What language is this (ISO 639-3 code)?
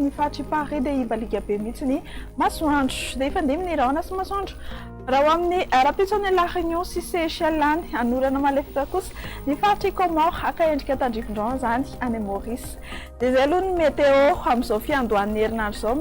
mlg